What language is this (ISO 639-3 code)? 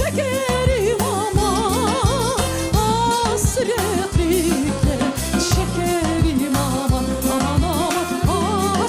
crh